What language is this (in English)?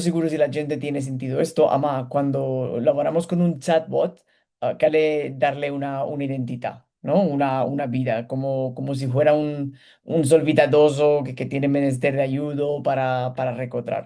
Ladino